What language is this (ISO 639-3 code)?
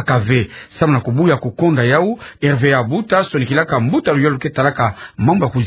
ktu